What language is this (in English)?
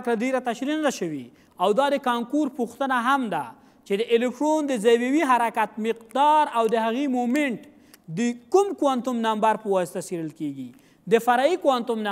Pashto